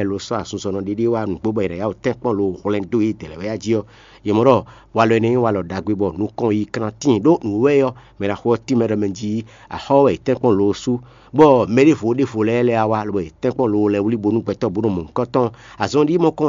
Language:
Fon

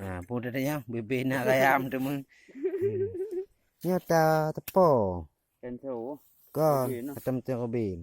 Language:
Achinese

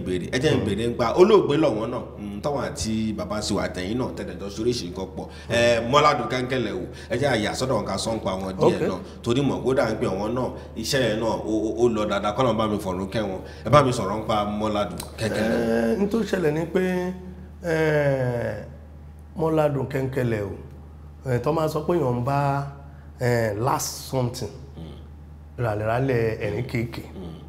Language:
Yoruba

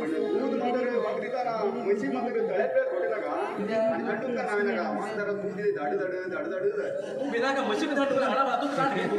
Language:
Konkani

